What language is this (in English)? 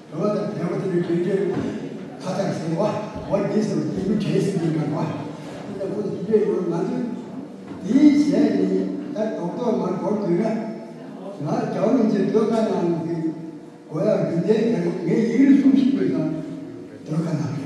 Tibetan